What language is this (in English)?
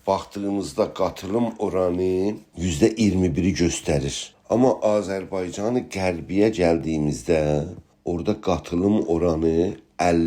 South Azerbaijani